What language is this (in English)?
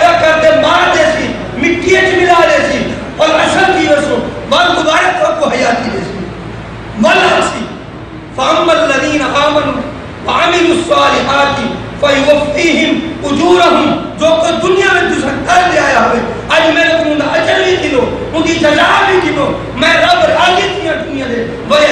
Saraiki